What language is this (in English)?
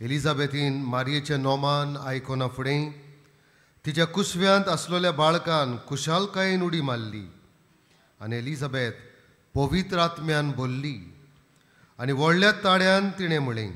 Konkani